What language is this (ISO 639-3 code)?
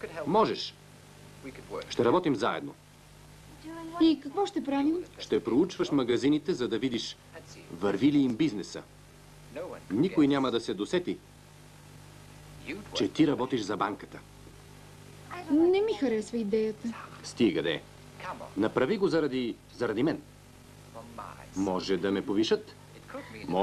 bul